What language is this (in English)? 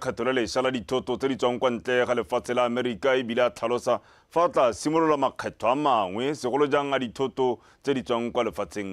Tswana